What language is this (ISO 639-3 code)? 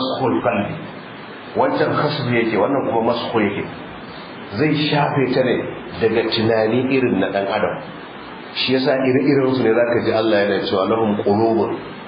hau